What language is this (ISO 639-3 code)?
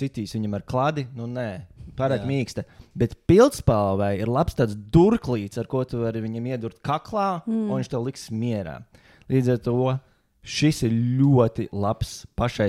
lav